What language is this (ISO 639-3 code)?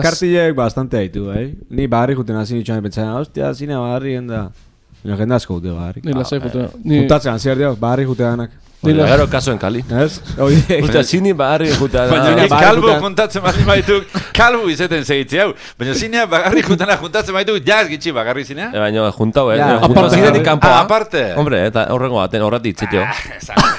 eus